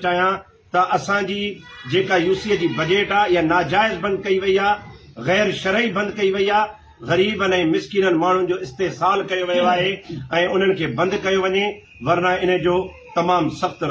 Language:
Sindhi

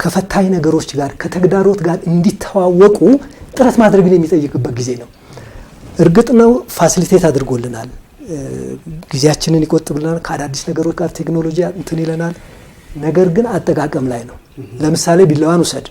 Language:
Amharic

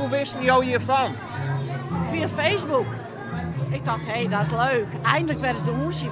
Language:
Western Frisian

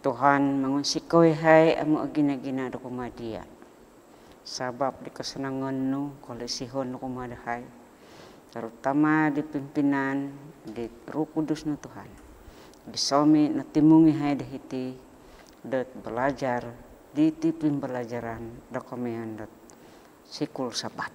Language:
Central Dusun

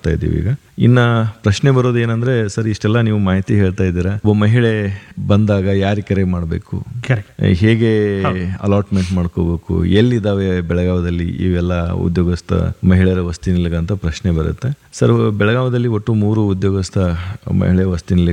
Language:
Kannada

